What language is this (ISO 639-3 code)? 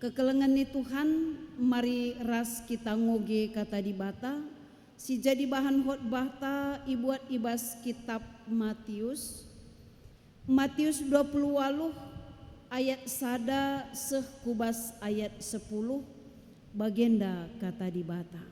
btx